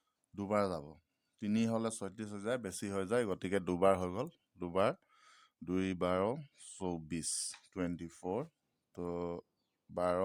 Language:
Assamese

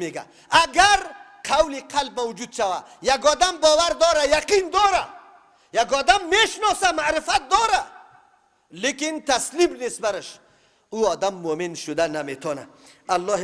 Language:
Persian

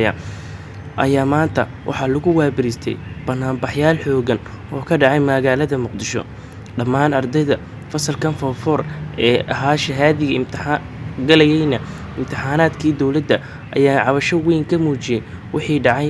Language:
Somali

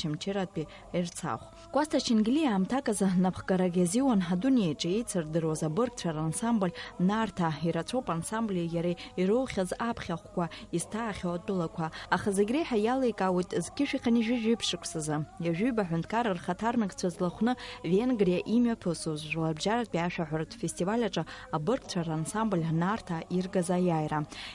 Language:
Abkhazian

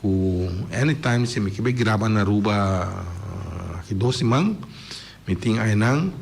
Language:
Papiamento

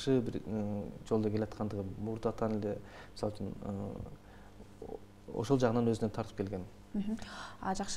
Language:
Kyrgyz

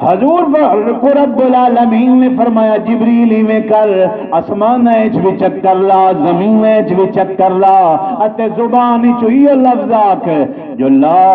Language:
Saraiki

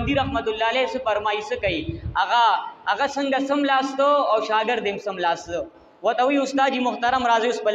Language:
Pashto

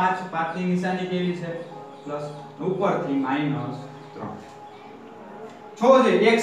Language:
Gujarati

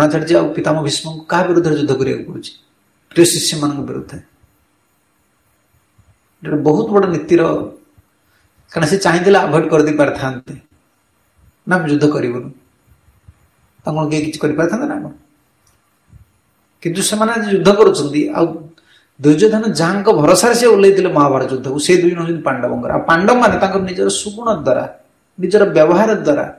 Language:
Odia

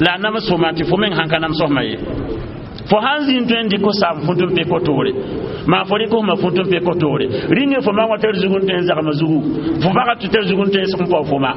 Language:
Mossi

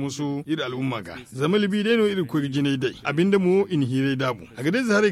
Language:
Zarma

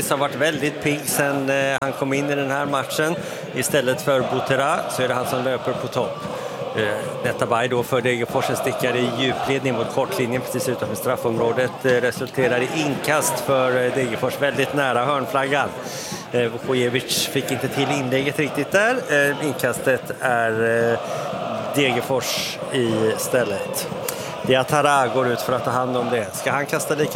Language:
Swedish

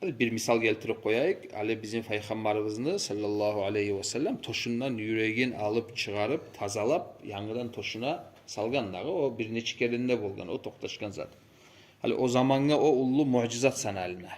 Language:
Kumyk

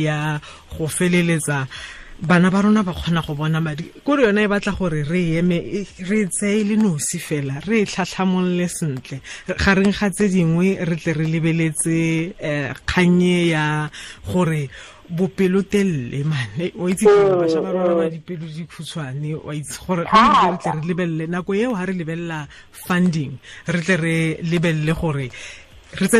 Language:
Tswana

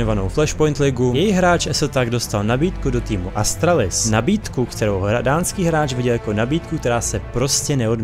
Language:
Czech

